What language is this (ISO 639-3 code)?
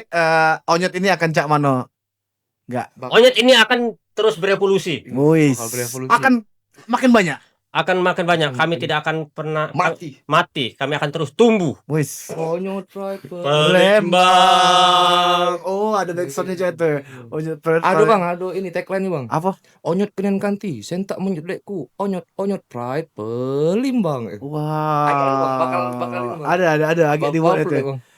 mui